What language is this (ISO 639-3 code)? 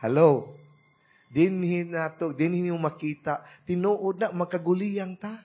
ceb